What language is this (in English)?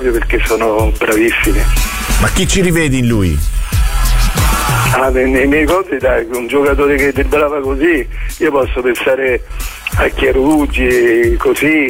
Italian